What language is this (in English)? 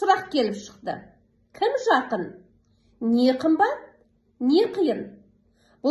Kazakh